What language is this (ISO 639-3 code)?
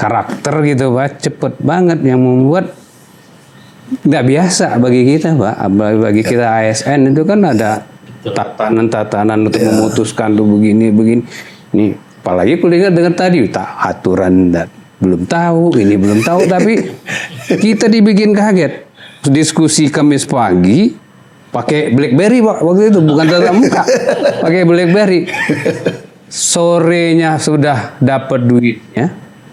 ind